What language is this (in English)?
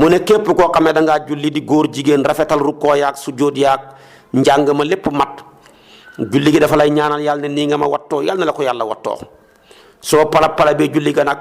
Wolof